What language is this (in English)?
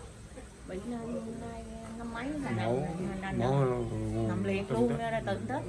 Vietnamese